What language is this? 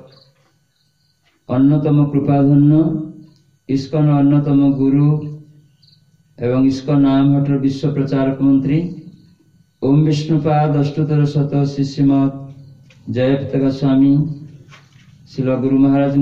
Odia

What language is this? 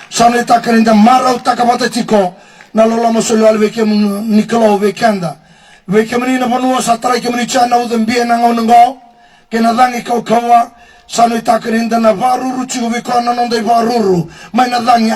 Fijian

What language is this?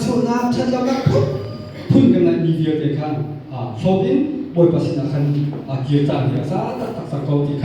Hakha Chin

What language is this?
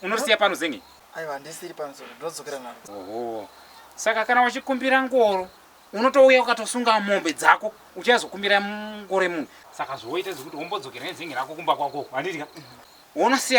Shona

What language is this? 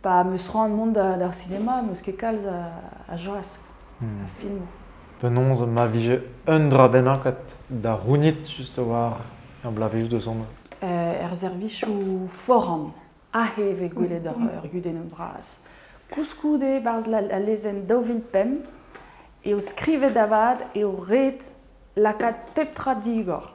Breton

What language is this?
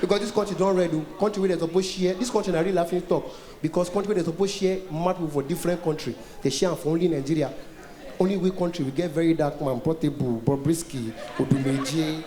Nigerian Pidgin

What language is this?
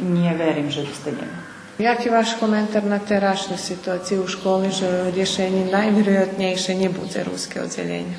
Rusyn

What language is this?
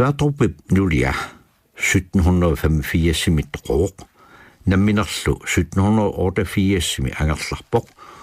Kalaallisut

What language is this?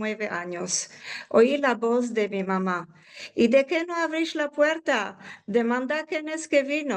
Ladino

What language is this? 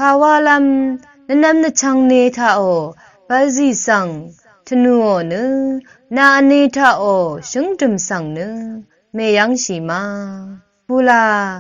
Rawang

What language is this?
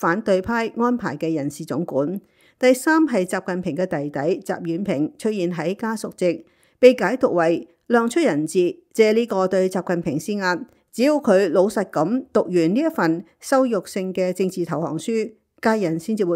Cantonese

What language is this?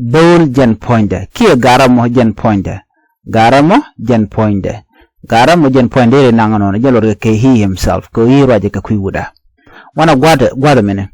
Nuer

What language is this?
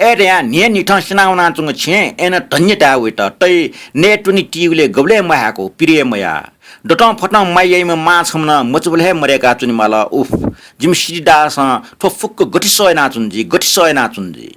Newari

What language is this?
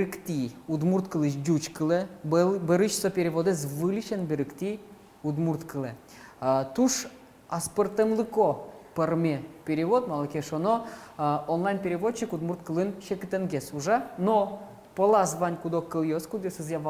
Udmurt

